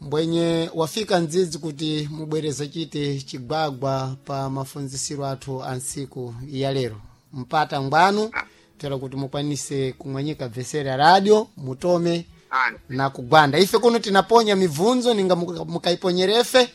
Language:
Sena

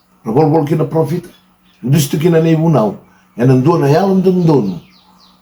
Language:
Fijian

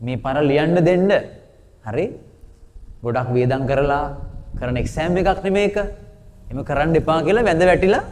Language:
Sinhala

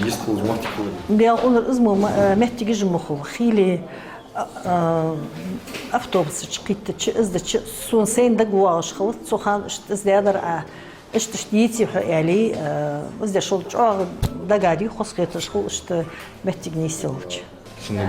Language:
Ingush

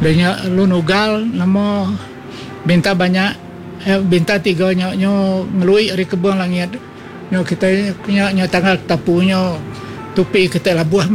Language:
Iban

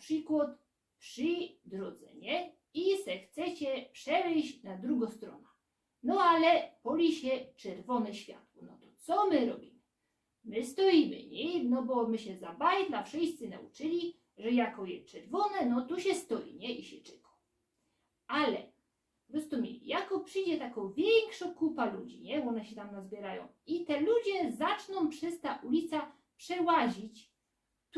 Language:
Silesian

